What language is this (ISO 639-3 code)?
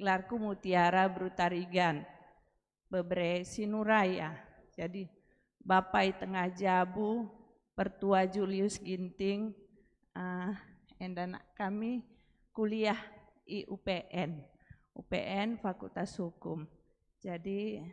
btx